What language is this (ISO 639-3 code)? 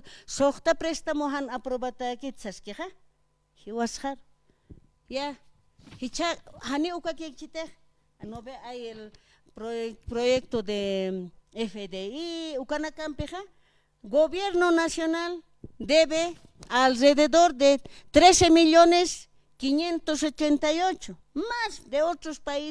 aym